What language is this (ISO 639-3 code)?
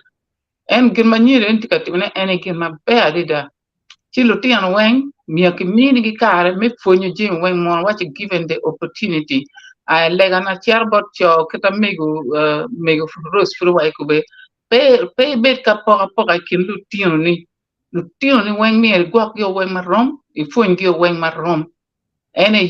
ach